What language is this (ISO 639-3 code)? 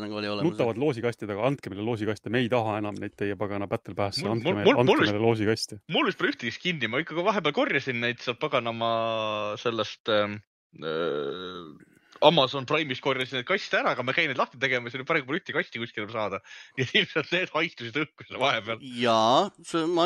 est